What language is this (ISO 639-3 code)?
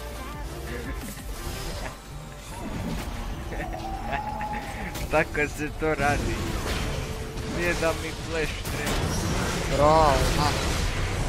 hrv